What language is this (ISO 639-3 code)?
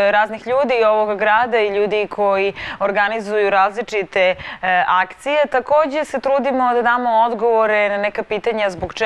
srp